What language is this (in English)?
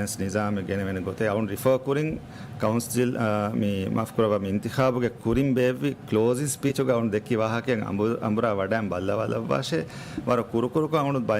Divehi